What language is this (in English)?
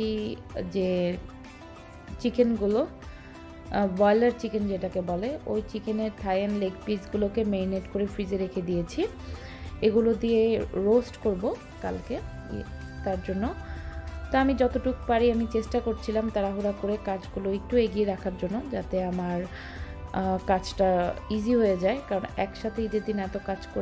Bangla